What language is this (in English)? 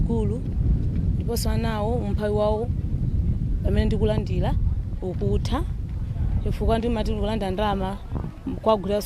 Nyanja